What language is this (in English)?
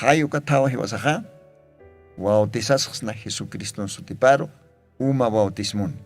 Aymara